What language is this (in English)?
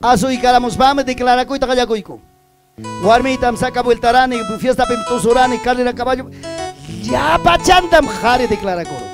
Ayacucho Quechua